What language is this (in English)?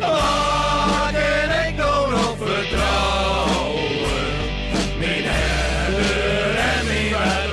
Western Frisian